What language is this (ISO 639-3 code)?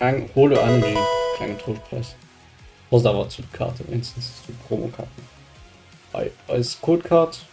ltz